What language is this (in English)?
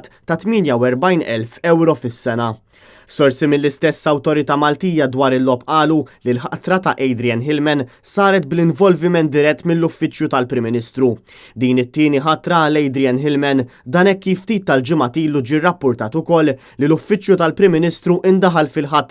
Maltese